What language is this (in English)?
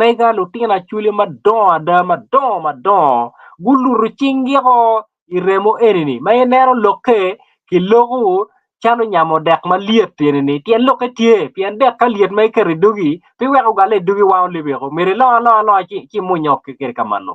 Acoli